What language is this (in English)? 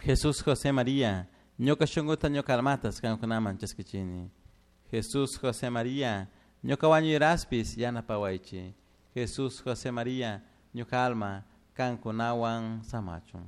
Chimborazo Highland Quichua